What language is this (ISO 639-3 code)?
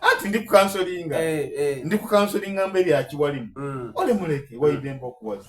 xog